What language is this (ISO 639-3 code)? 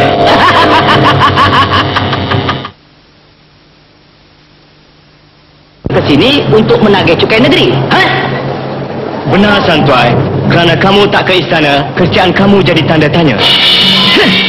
msa